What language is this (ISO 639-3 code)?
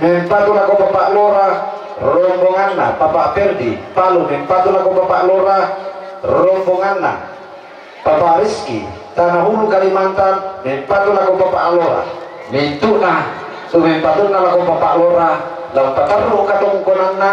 sda